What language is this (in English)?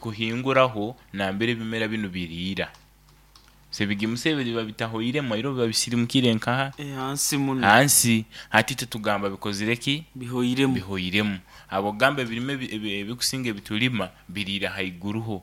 Nyankole